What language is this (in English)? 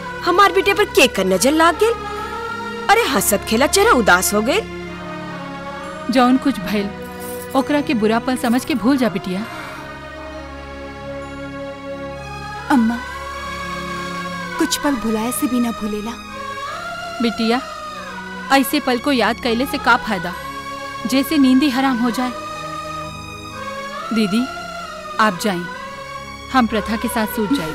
Bhojpuri